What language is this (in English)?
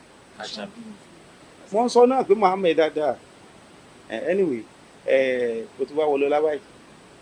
Yoruba